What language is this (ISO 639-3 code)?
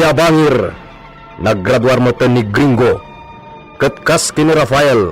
ilo